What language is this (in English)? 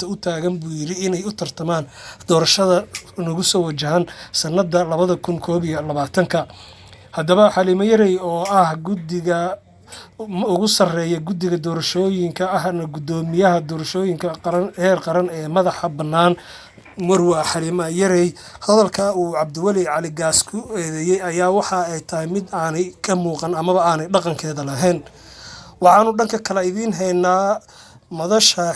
Somali